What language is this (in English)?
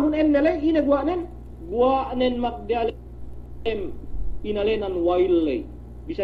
Yakan